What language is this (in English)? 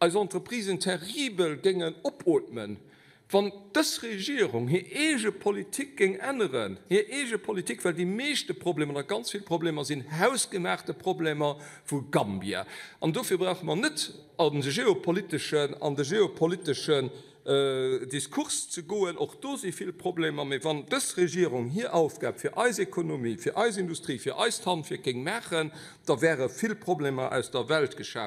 Luxembourgish